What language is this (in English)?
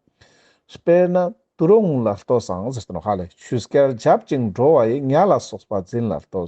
Ladakhi